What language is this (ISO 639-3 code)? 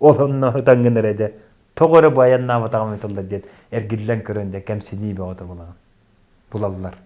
sah